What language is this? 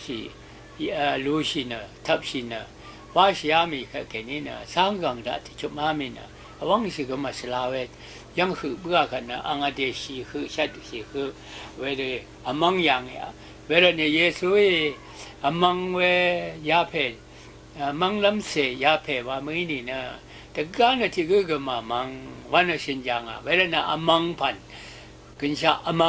Rawang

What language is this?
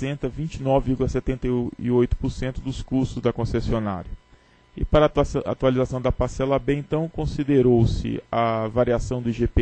Portuguese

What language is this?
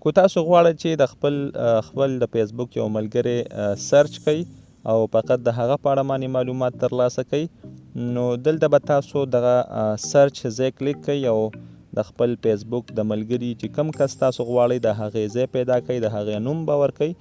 Pashto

